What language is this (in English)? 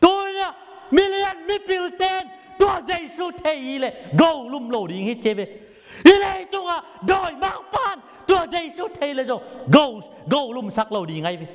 Tedim Chin